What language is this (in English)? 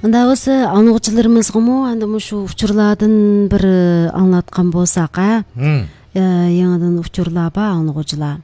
Uyghur